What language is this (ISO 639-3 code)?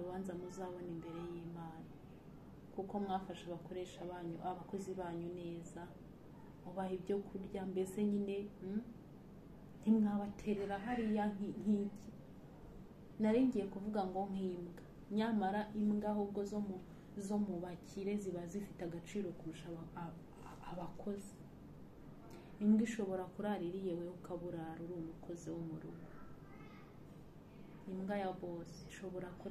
kin